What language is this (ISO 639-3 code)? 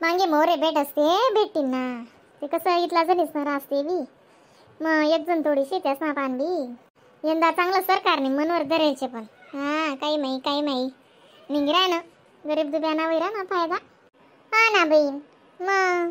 khn